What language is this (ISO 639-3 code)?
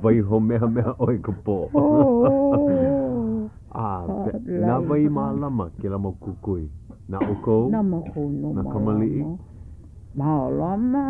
haw